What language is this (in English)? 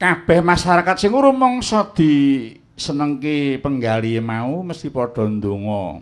Javanese